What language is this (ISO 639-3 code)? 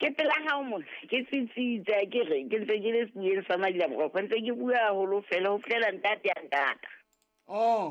sot